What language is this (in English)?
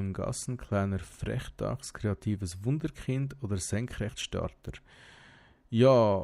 Swiss German